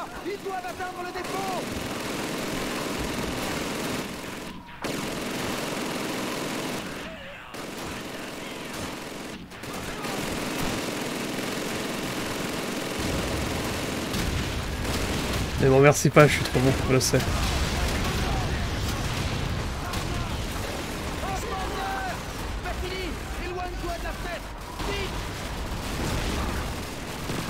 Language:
French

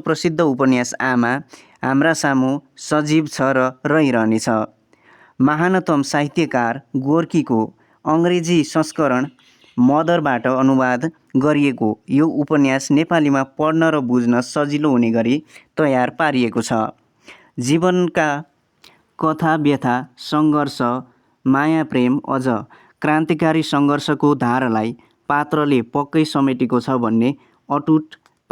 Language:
Nepali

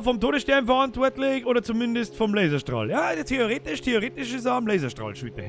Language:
Bavarian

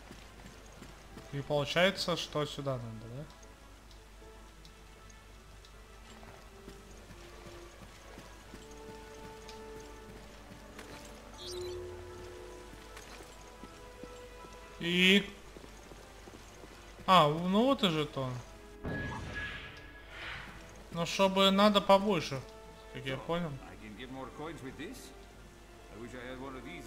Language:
Russian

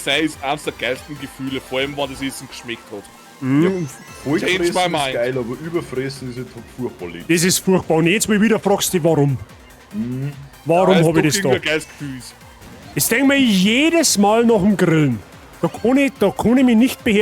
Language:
Bavarian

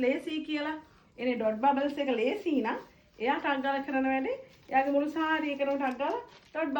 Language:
Sinhala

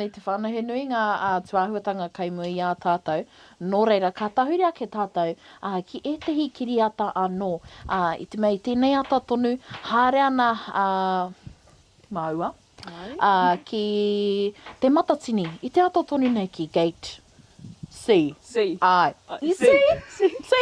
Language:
Māori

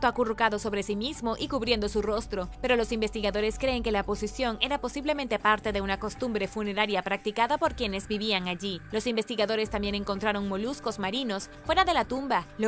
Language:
Spanish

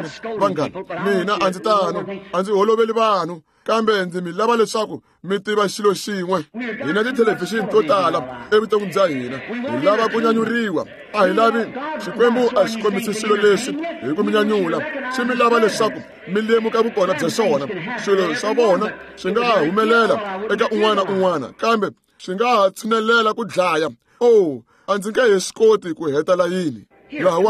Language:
Tsonga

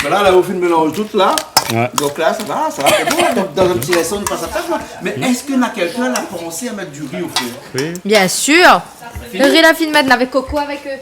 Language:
Réunion Creole French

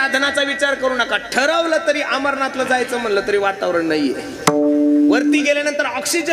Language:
Marathi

